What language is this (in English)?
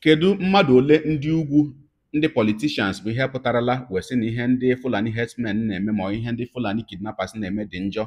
Igbo